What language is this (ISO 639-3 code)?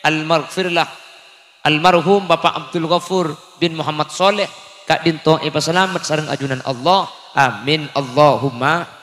mad